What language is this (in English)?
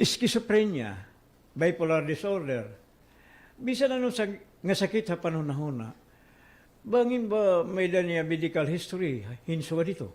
Waray